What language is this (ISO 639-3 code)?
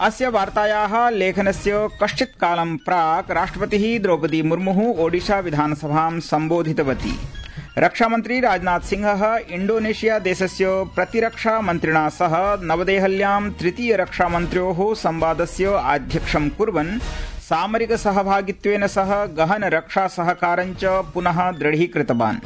san